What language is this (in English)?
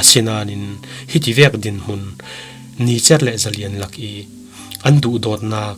Falam Chin